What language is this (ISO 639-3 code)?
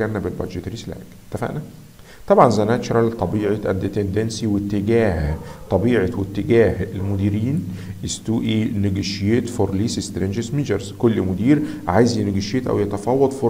arz